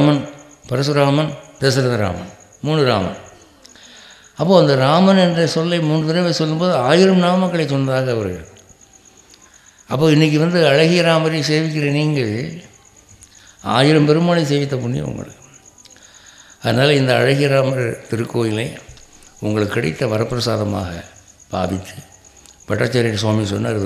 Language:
Tamil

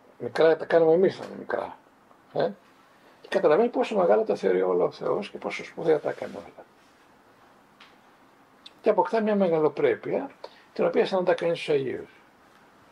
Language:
Greek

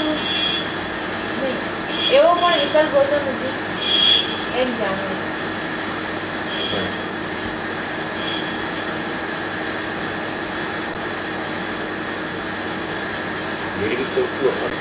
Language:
Gujarati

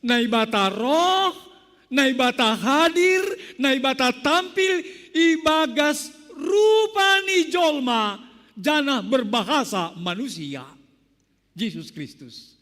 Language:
Batak Simalungun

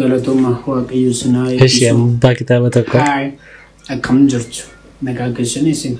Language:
Oromo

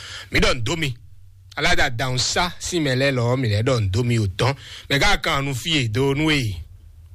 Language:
Fon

